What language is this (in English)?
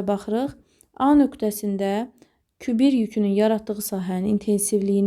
Azerbaijani